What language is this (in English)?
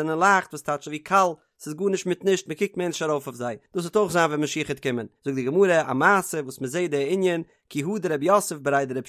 Yiddish